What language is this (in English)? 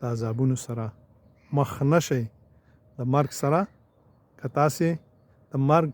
Pashto